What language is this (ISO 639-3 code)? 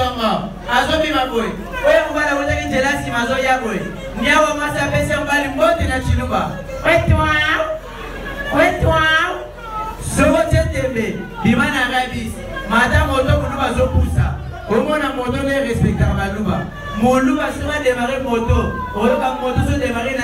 lin